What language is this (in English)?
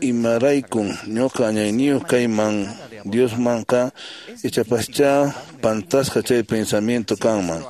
Quechua